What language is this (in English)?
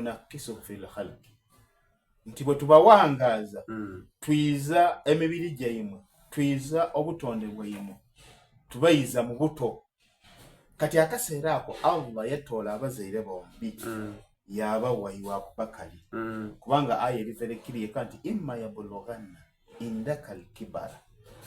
Soga